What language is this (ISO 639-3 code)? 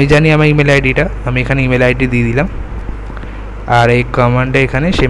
ben